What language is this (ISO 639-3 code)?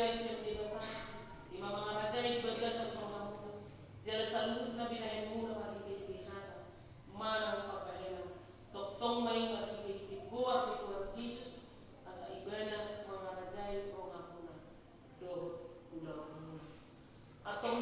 bbc